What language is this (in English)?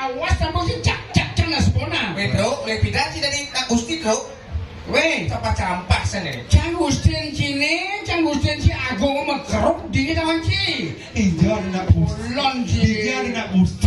Balinese